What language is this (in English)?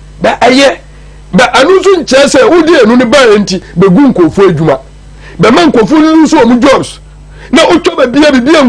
Akan